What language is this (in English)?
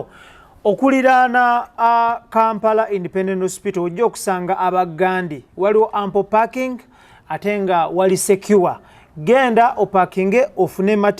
Ganda